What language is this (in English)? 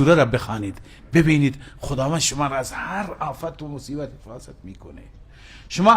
Persian